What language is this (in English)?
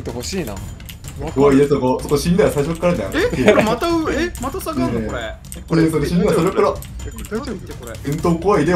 Japanese